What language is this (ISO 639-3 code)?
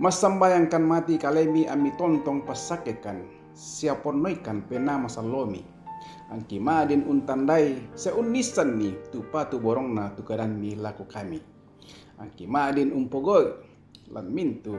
sda